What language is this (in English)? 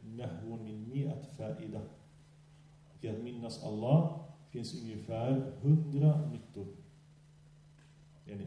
Swedish